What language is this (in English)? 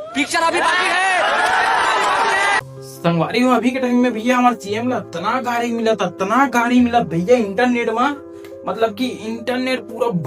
Chhattisgarhi